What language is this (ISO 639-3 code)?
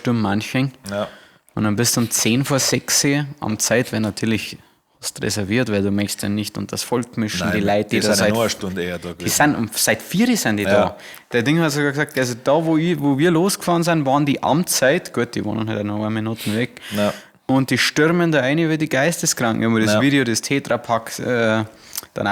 bar